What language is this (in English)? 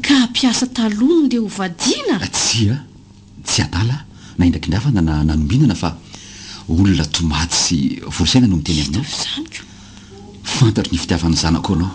Malagasy